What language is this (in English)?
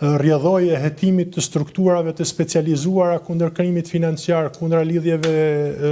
Albanian